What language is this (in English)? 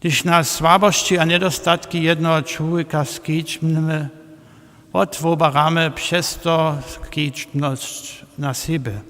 Upper Sorbian